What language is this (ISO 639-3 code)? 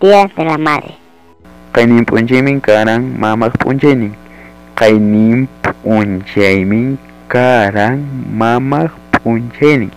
quy